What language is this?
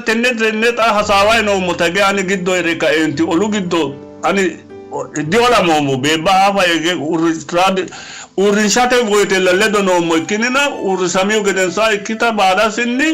Sidamo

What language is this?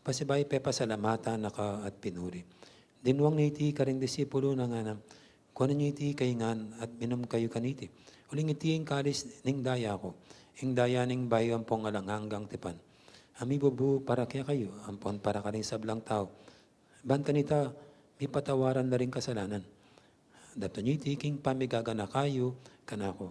Pampanga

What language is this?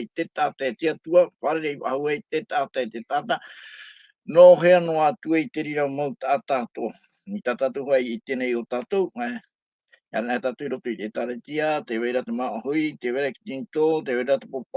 Tahitian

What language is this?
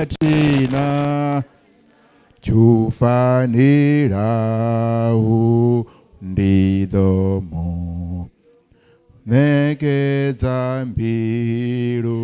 Venda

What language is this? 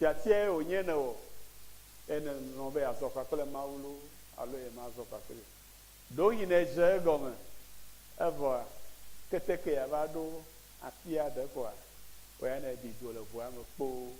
Ewe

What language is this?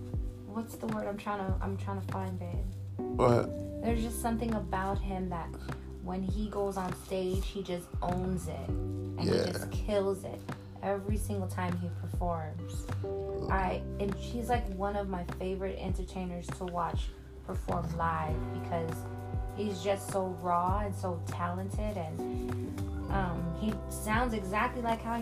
English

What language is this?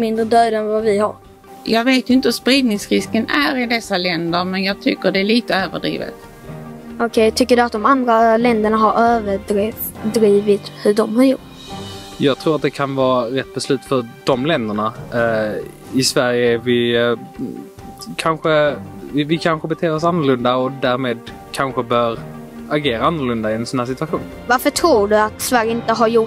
Swedish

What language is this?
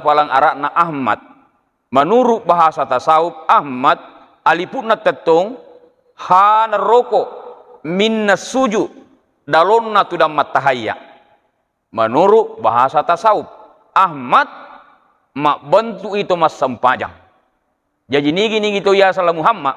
Buginese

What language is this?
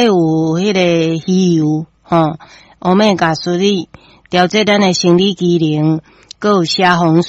Min Nan Chinese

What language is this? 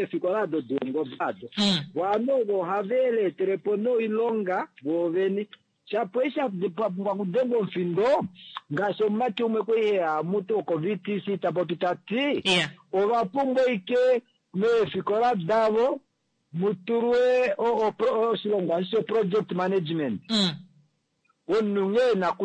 Kuanyama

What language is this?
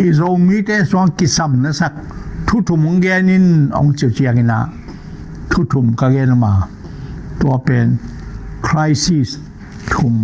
Tedim Chin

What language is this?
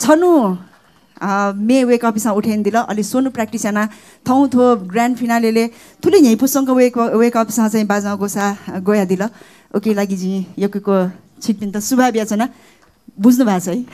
Newari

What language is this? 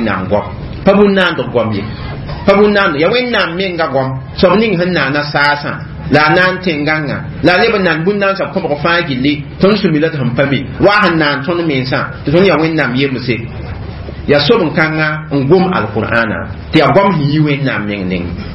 Mossi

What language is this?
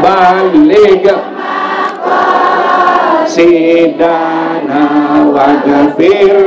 Sasak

